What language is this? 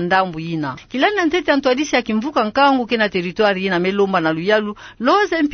Kituba (Democratic Republic of Congo)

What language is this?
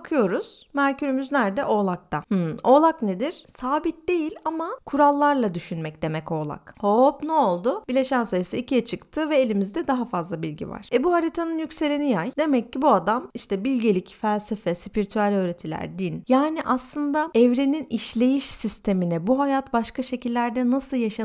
Turkish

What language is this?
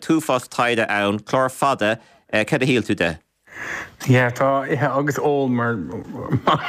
Irish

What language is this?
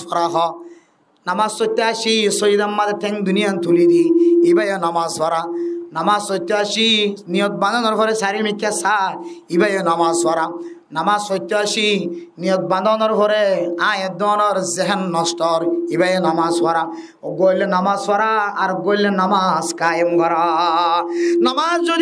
Rohingya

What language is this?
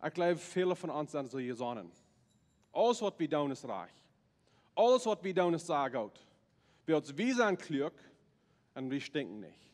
Plautdietsch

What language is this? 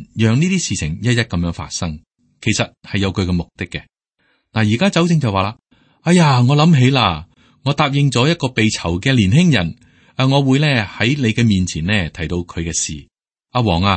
Cantonese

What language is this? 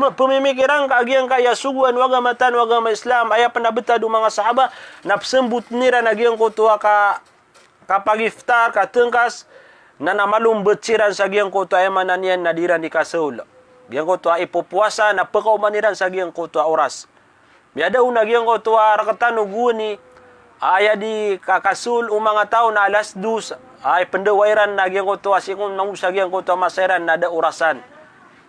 Maranao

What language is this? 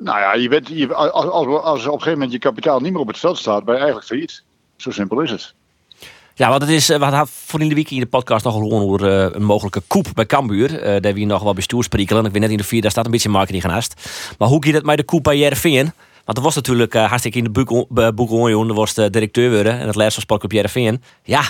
Western Frisian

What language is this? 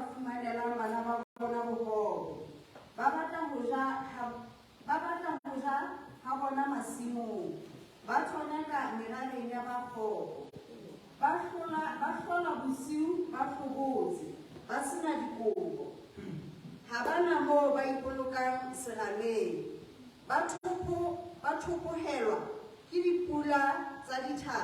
Southern Sotho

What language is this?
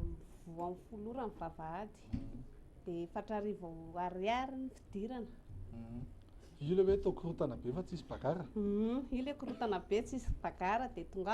Malagasy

